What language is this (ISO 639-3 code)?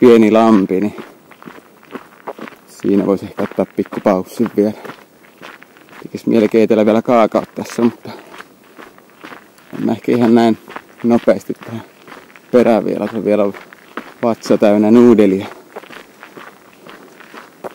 fin